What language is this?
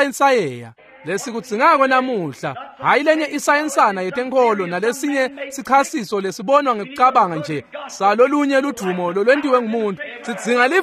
Swati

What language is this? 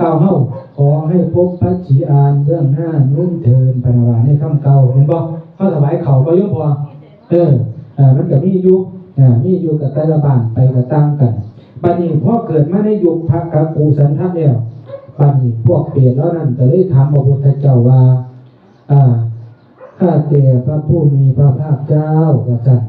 Northeastern Thai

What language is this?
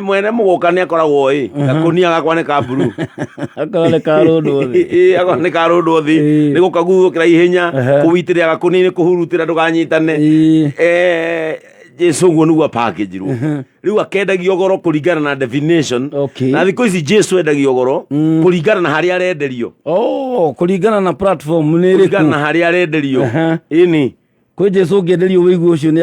Kikuyu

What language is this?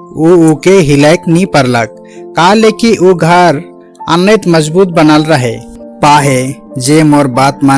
Sadri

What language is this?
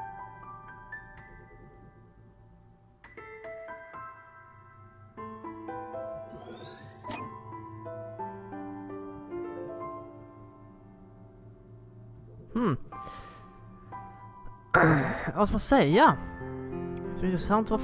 Swedish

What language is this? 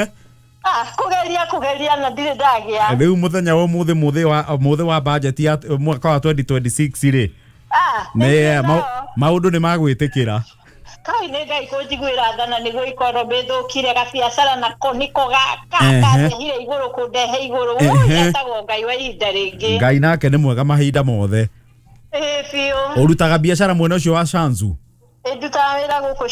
Kikuyu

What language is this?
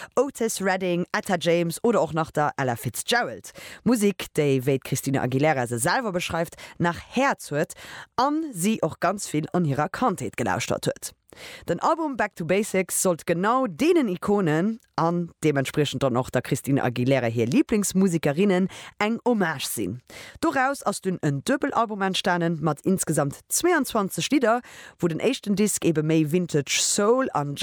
Luxembourgish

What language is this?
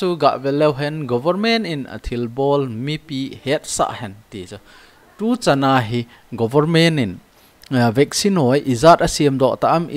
Thado Chin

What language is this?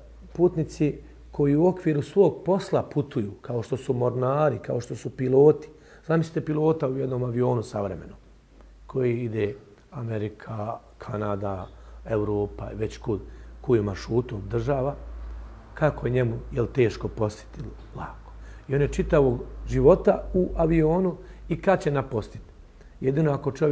Bosnian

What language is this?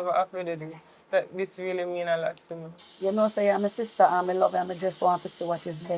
Jamaican Creole English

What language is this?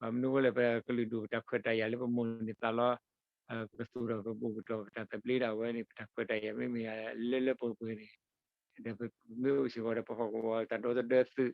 S'gaw Karen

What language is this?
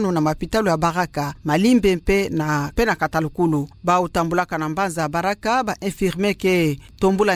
Kituba (Democratic Republic of Congo)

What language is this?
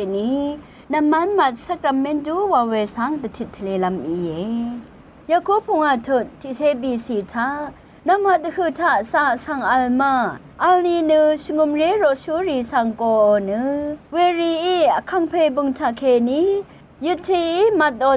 Rawang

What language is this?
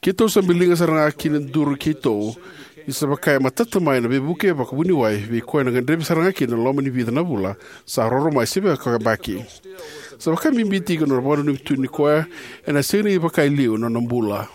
Fijian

